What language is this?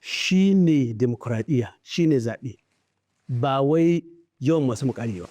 Hausa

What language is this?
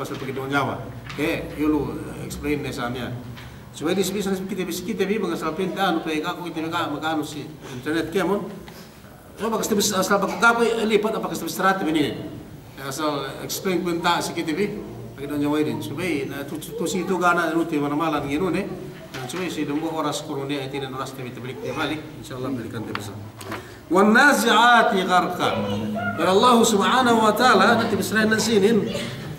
Yakan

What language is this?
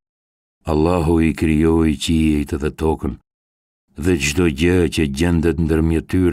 Albanian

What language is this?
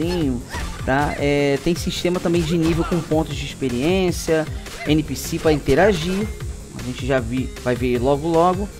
Portuguese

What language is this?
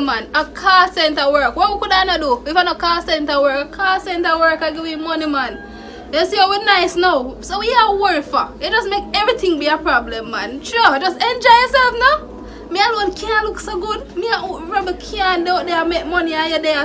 Jamaican Creole English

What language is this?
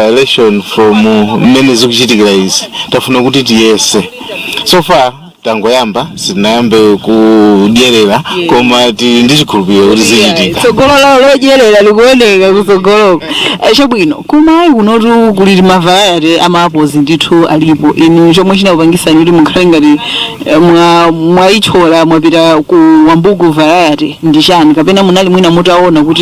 Nyanja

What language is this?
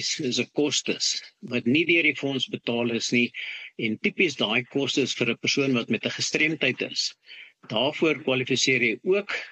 Afrikaans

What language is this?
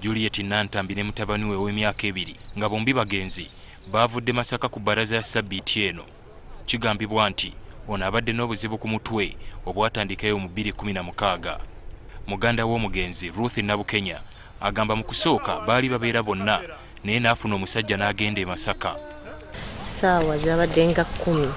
Ganda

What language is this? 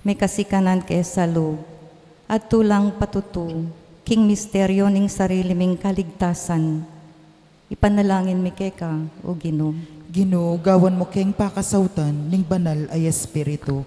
Pampanga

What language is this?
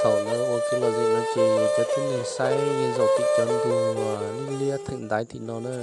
Hmong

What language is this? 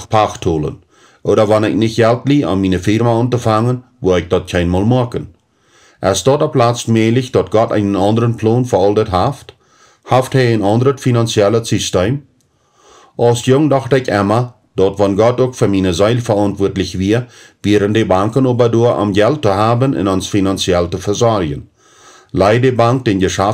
Plautdietsch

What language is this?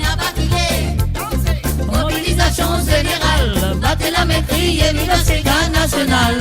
Morisyen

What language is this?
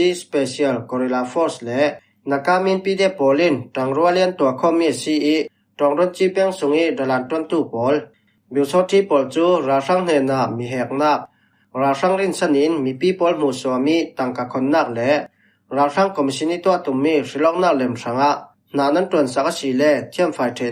Falam Chin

